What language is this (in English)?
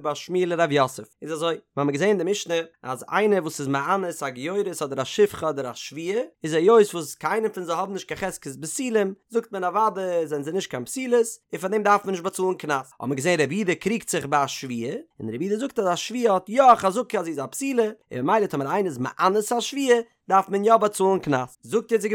Yiddish